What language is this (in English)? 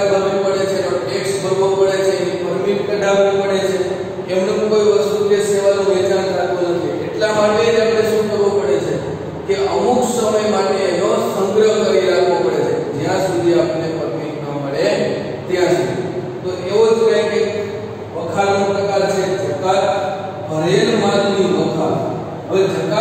Gujarati